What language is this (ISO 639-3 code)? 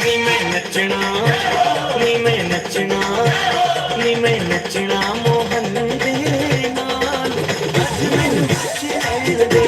doi